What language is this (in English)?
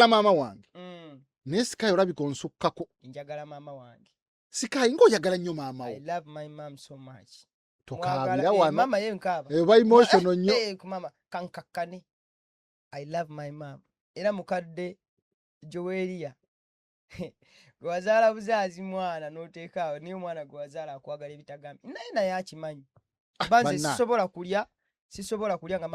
Ganda